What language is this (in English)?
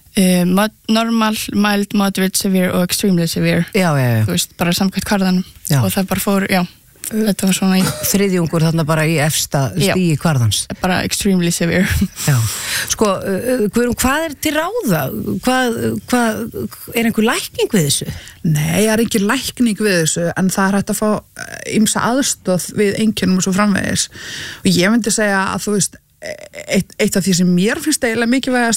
Icelandic